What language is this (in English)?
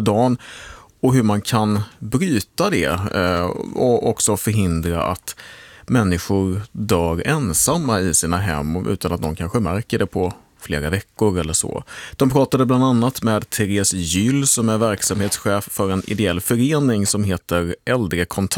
Swedish